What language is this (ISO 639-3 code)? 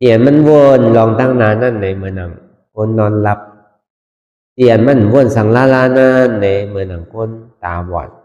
shn